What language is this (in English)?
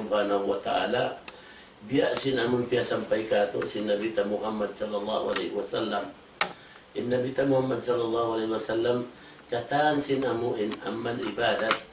Tausug